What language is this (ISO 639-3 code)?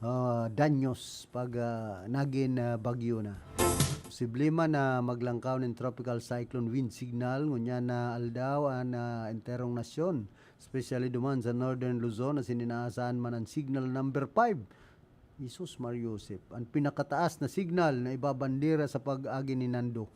bik